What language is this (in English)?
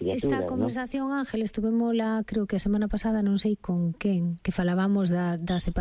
Galician